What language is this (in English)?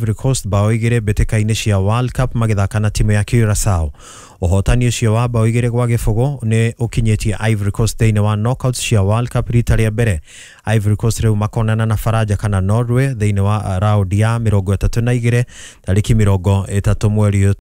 Kikuyu